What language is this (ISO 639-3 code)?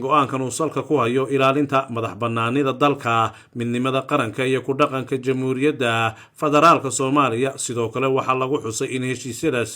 som